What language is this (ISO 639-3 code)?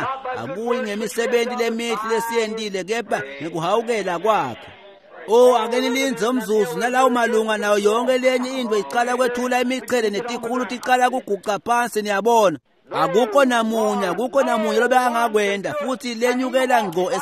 ssw